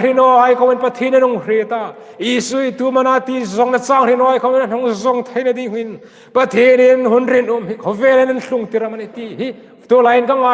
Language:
Hmar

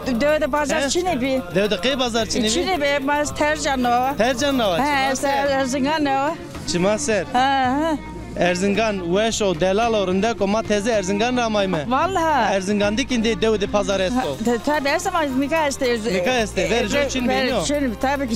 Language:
Zaza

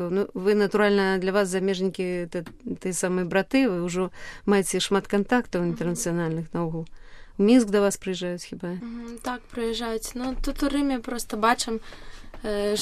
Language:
Belarusian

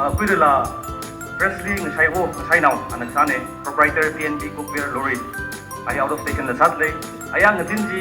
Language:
Tangkhul Naga (India)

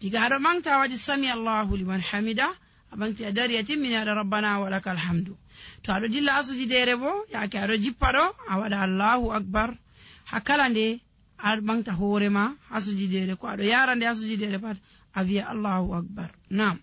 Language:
Nigerian Fulfulde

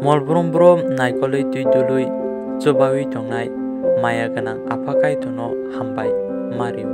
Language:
Kok Borok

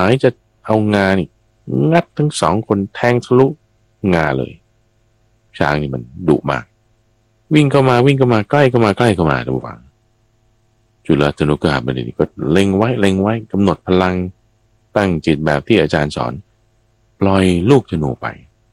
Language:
Thai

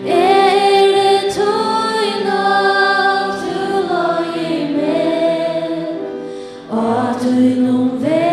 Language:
Faroese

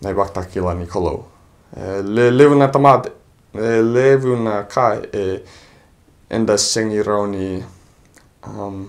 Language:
Fijian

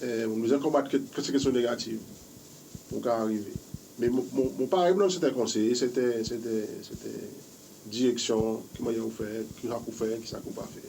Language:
Seselwa Creole French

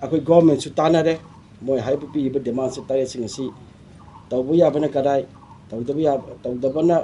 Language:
Manipuri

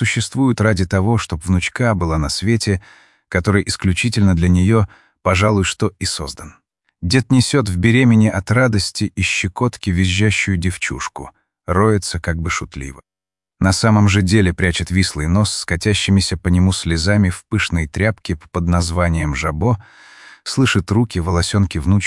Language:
Russian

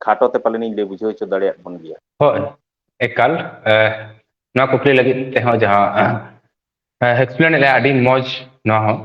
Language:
Santali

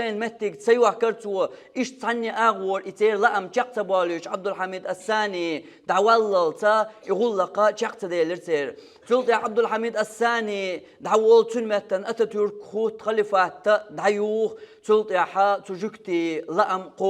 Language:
Chechen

